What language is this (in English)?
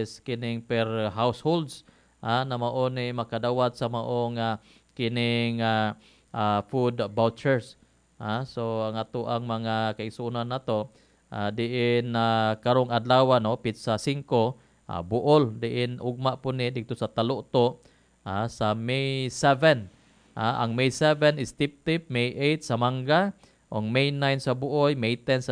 Cebuano